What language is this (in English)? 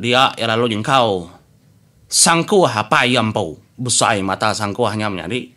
Iban